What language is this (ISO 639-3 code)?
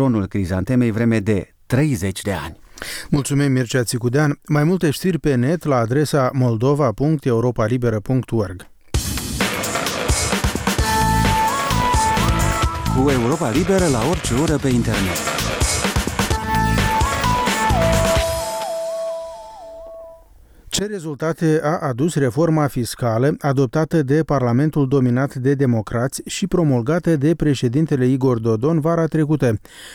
ron